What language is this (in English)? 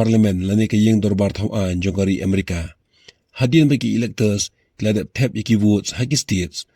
Khasi